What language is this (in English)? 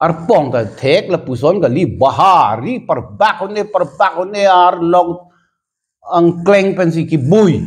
Karbi